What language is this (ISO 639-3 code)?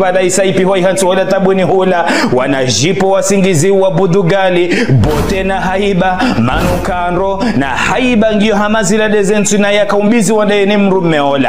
zdj